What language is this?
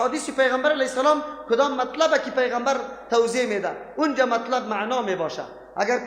Persian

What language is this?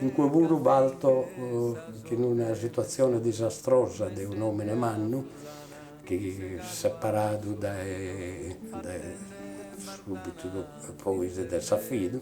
Sardinian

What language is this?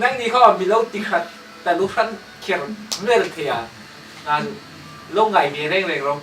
Hmar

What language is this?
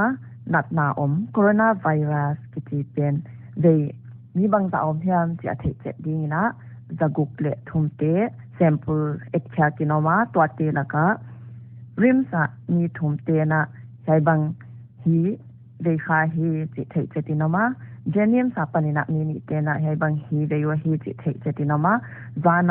Paite Chin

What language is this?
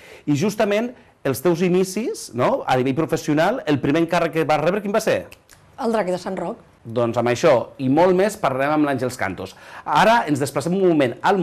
Catalan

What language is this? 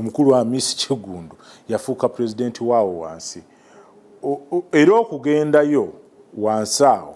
Ganda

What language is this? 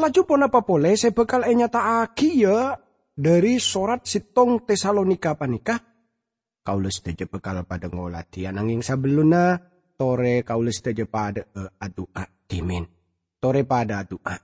Madurese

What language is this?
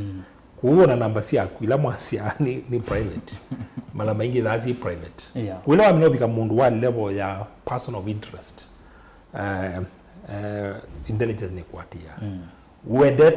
Kamba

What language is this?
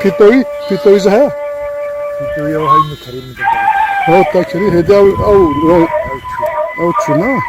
Kurdish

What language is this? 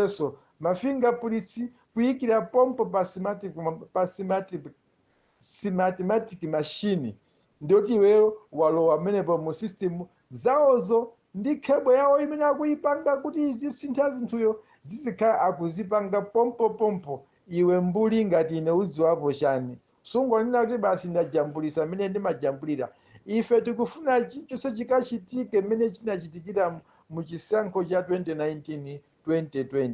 Nyanja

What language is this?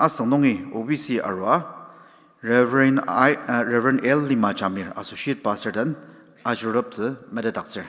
Ao Naga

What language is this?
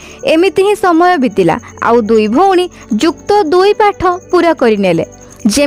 Odia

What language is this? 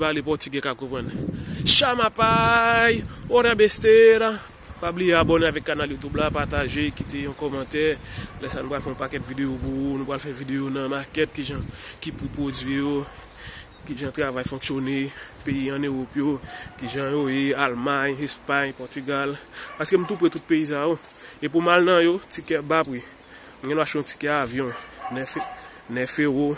Haitian Creole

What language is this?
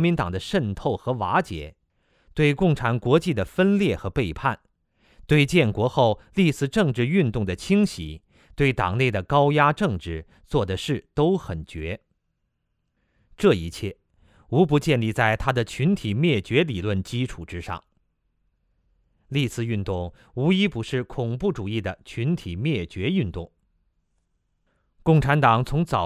Chinese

